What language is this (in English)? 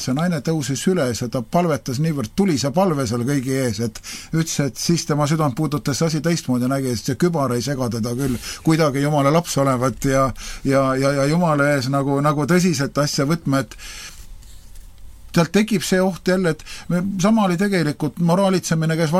Estonian